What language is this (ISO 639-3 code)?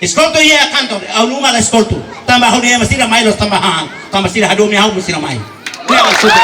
tet